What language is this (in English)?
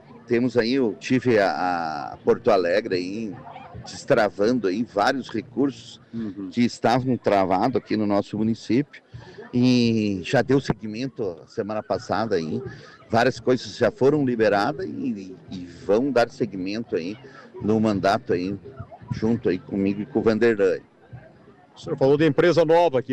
Portuguese